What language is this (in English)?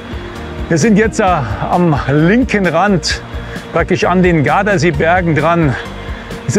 German